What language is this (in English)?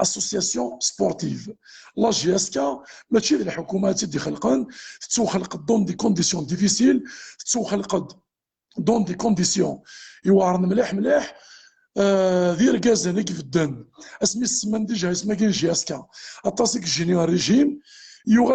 Kabyle